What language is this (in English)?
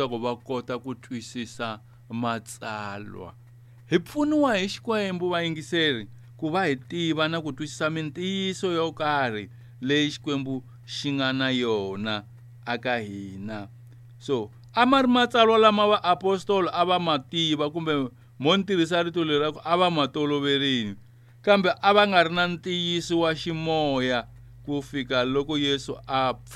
Tsonga